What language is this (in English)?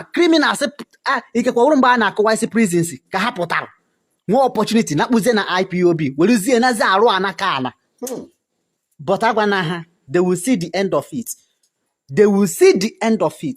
Igbo